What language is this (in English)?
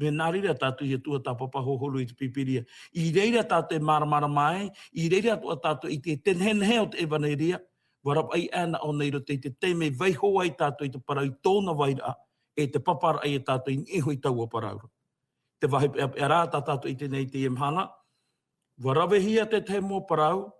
Tahitian